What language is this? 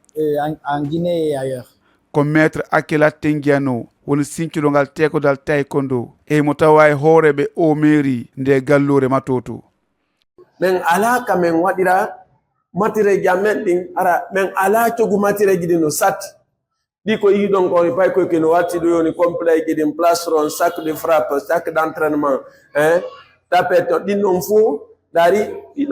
Fula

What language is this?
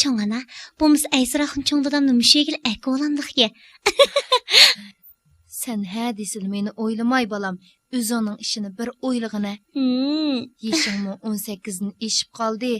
Uyghur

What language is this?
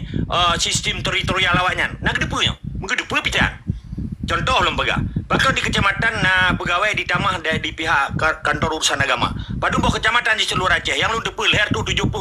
Achinese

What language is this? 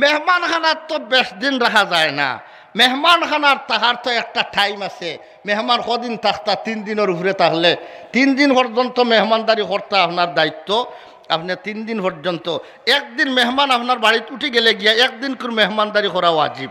Sylheti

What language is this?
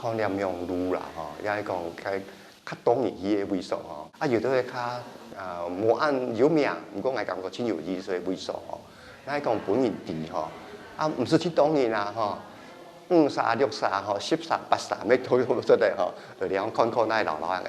Hakka Chinese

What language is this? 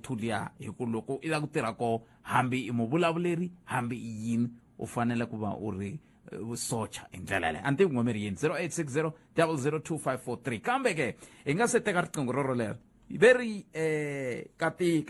Tsonga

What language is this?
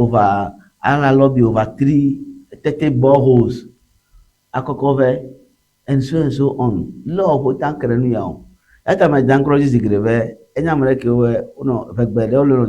Ewe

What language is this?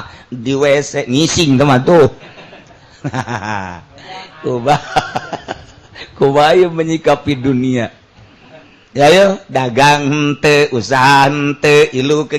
Sundanese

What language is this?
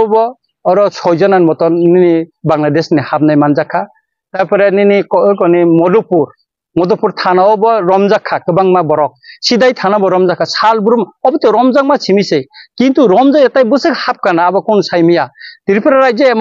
Riang (India)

